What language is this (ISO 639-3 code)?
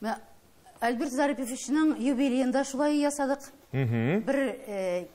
tat